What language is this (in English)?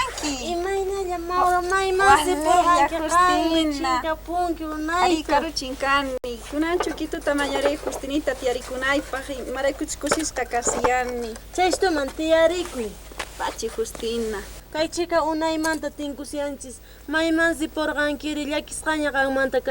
South Bolivian Quechua